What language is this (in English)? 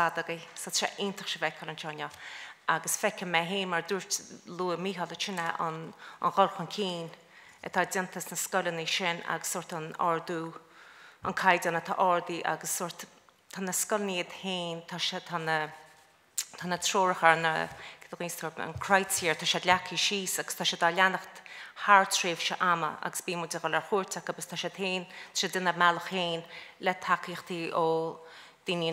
Irish